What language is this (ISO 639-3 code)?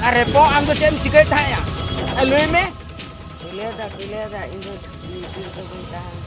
sat